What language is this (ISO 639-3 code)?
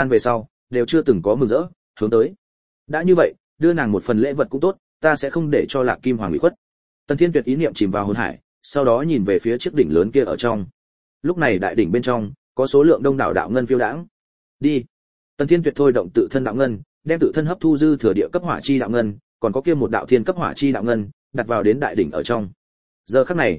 vie